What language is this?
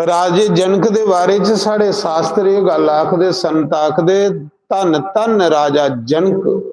Dogri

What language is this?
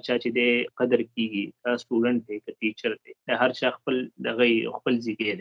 Pashto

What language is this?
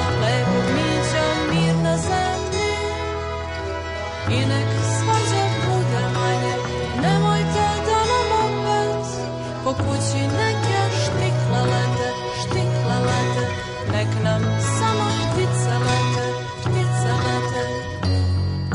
Serbian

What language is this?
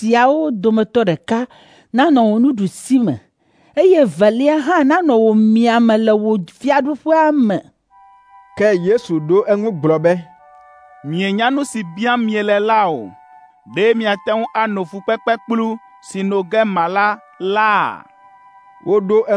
Ewe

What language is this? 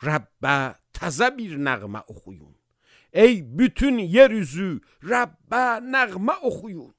Azerbaijani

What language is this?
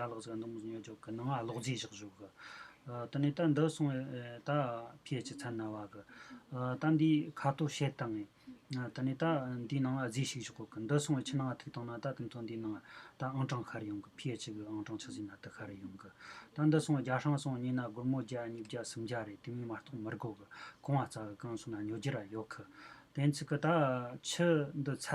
Tibetan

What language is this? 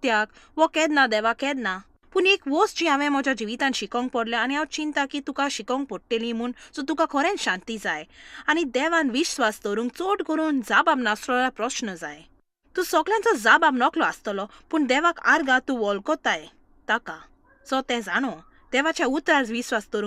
Konkani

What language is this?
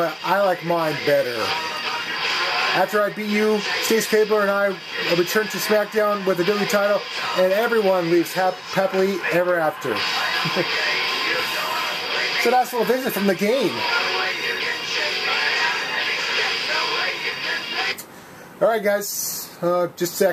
English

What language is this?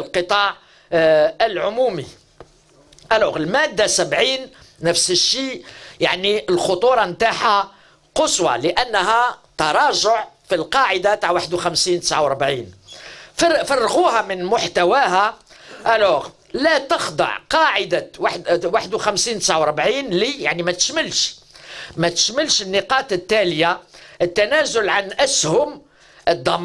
Algerian Arabic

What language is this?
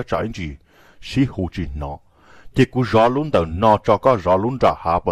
Hmong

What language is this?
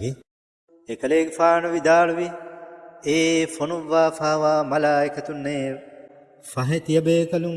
Divehi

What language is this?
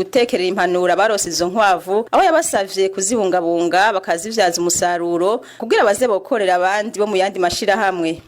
Rundi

